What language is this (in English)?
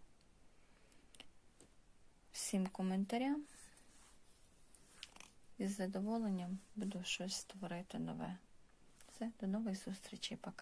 Ukrainian